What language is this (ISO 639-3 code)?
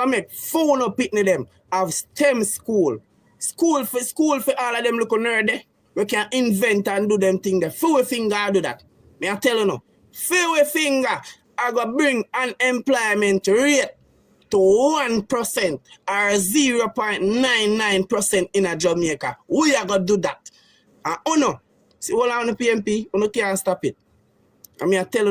jam